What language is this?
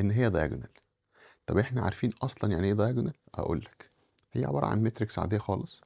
Egyptian Arabic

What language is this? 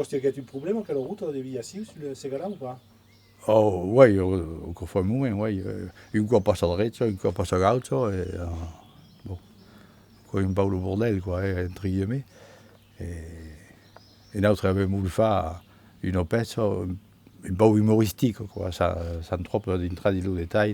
Occitan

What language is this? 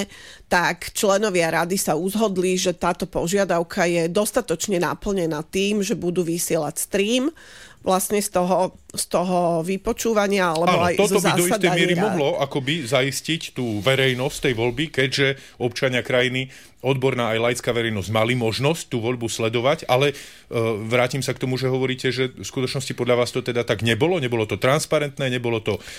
Slovak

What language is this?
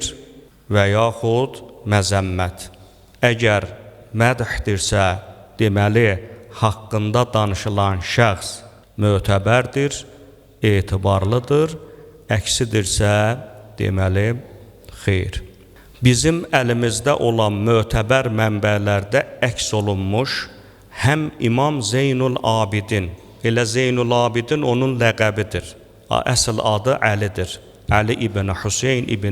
Azerbaijani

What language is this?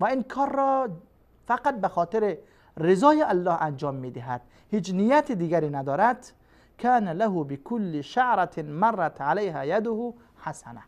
Persian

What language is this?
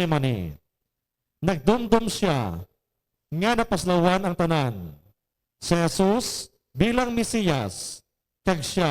Hiligaynon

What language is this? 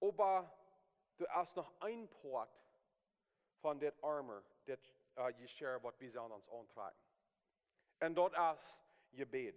Plautdietsch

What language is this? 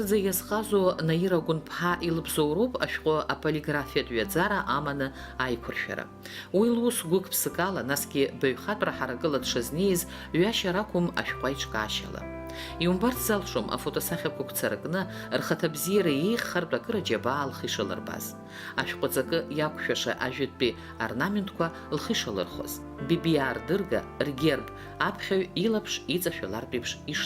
Abkhazian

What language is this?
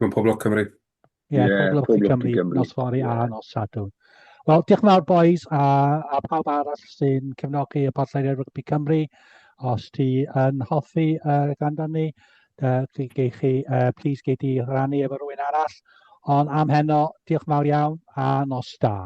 Welsh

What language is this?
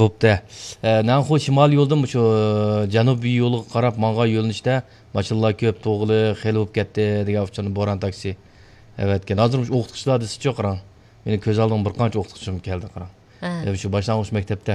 Uyghur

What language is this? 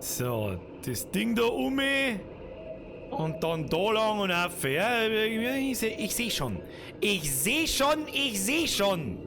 Bavarian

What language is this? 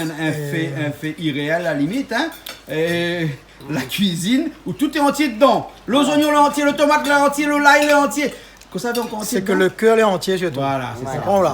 Réunion Creole French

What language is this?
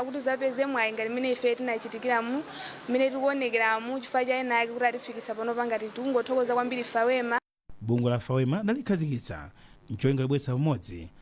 Nyanja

